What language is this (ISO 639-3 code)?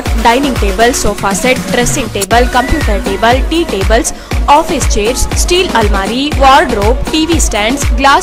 kan